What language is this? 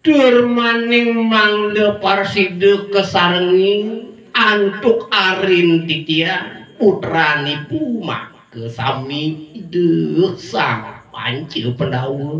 Balinese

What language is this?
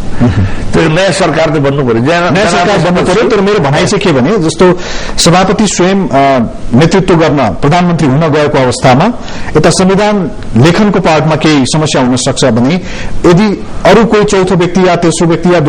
Nepali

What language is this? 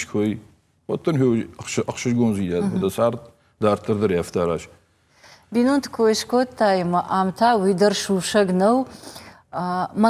Ossetic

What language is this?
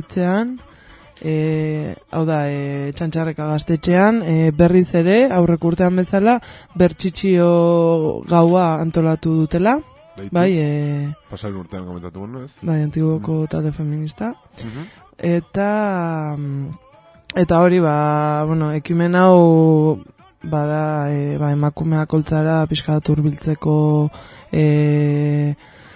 Basque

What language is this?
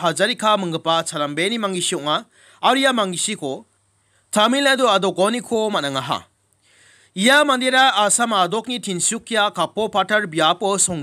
Garo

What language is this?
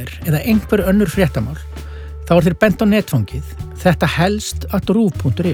Icelandic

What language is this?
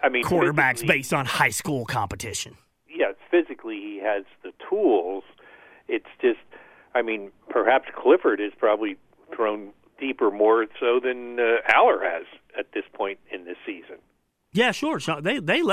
English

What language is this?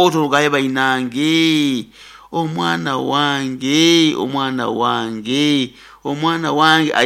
Nyankole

